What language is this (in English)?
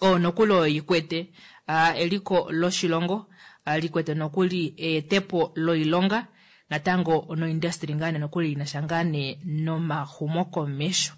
Kuanyama